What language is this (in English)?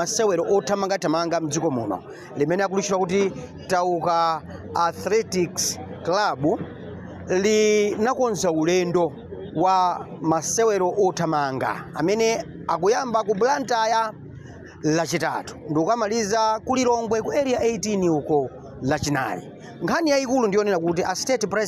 Nyanja